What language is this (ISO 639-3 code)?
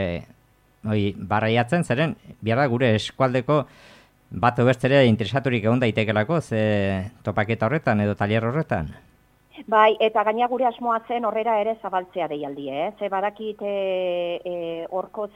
eus